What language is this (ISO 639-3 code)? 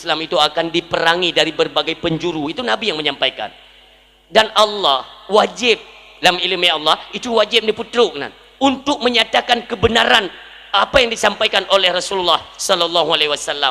ace